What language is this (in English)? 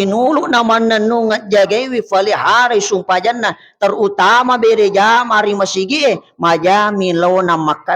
Buginese